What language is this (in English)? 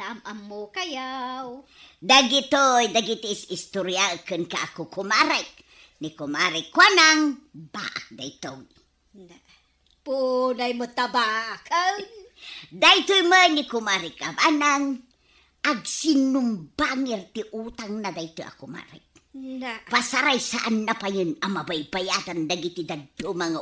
Iloko